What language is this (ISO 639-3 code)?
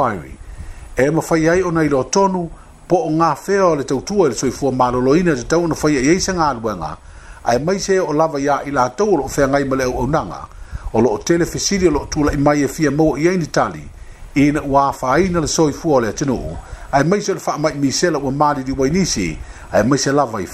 smo